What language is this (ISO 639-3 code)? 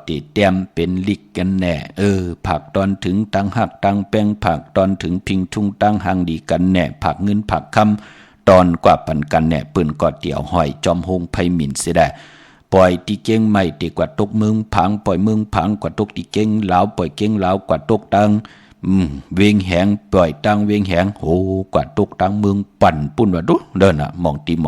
shn